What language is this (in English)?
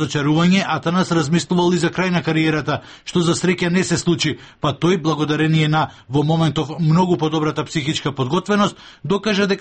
Macedonian